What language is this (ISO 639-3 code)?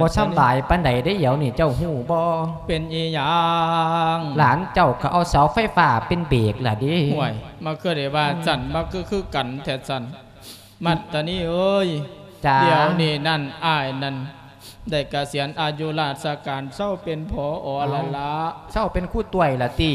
lao